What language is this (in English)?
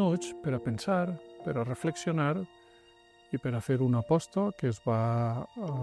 Catalan